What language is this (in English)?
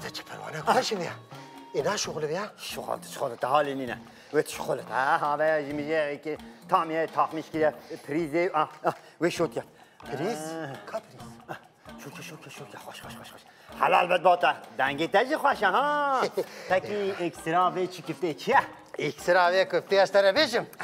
Kurdish